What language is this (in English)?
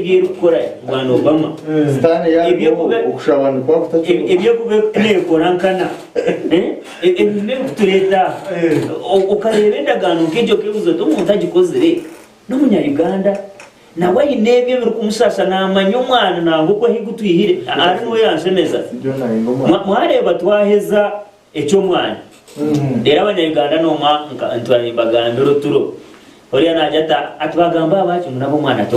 Nyankole